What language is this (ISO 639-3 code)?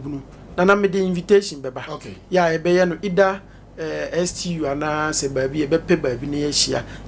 aka